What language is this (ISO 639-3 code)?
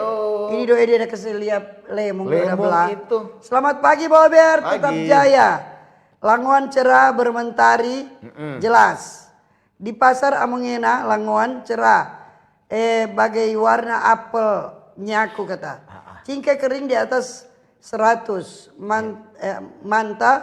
xmm